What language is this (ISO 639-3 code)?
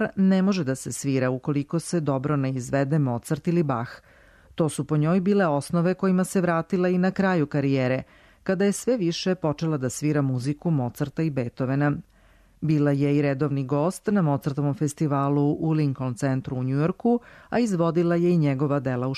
srp